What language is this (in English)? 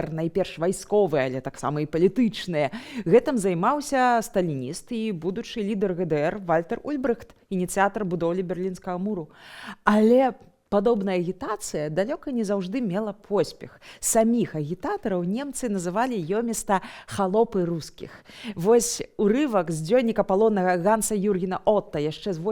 Belarusian